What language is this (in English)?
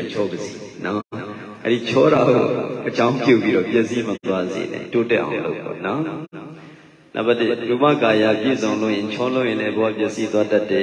Burmese